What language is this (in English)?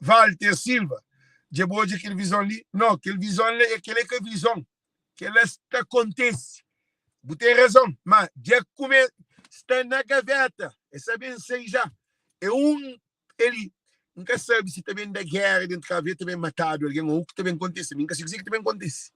Kabuverdianu